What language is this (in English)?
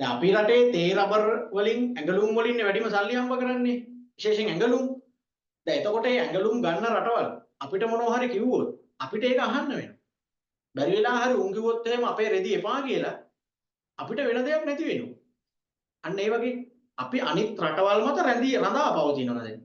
Sinhala